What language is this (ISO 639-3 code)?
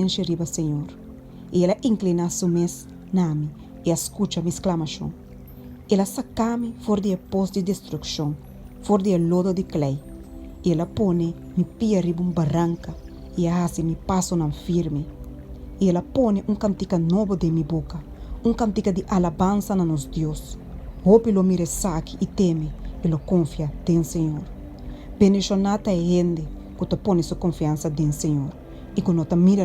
pap